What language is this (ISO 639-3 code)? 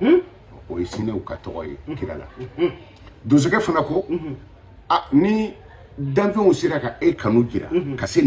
bam